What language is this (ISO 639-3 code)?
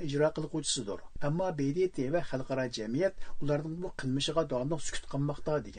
uig